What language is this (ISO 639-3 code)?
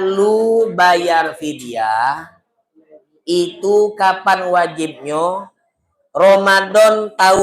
mui